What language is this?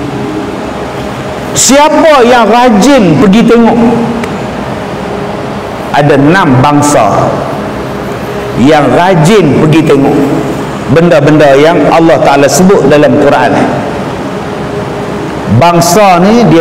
Malay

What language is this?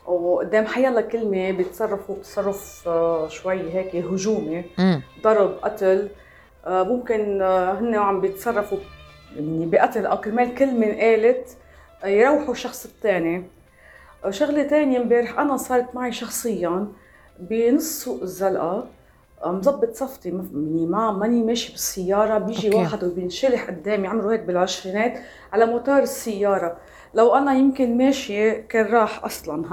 North Levantine Arabic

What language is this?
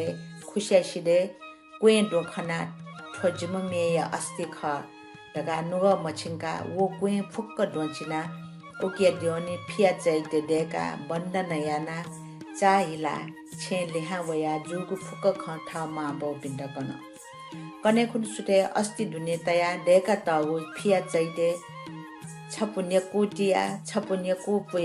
Newari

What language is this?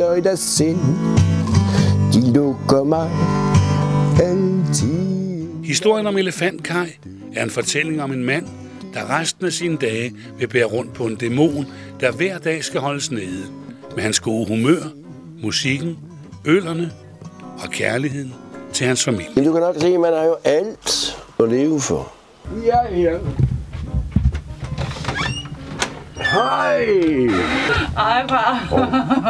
Danish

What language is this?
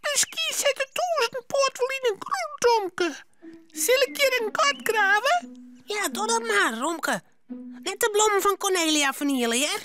Western Frisian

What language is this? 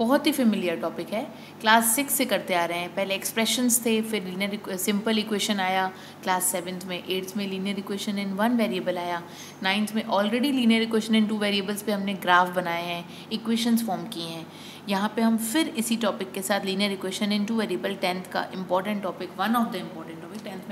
Hindi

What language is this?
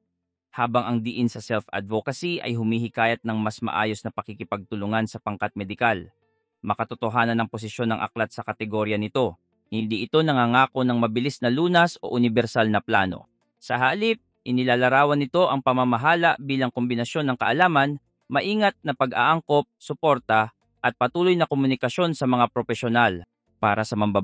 Filipino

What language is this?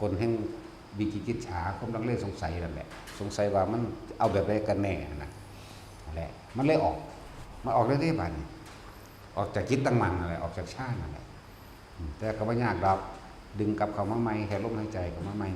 Northeastern Thai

